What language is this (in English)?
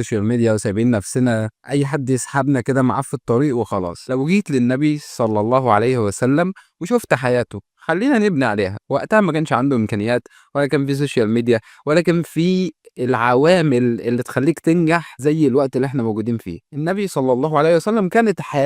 Egyptian Arabic